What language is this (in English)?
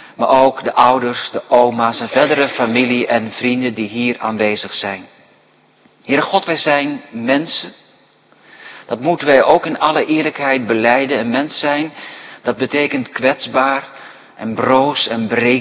Dutch